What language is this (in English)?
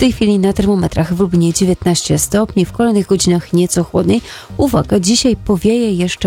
Polish